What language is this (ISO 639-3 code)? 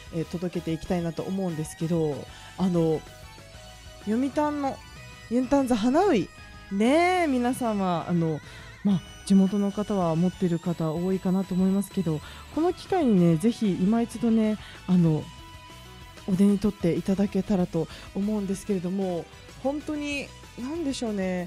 jpn